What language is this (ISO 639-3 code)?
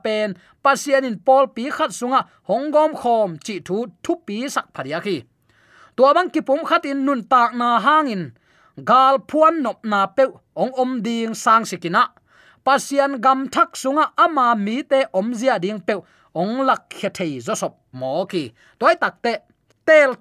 ctd